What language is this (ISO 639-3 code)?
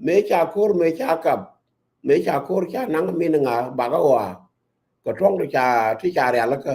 nus